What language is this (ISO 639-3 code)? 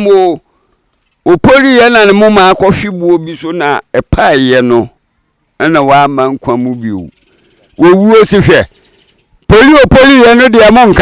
aka